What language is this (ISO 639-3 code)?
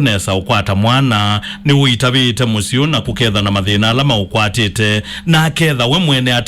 kam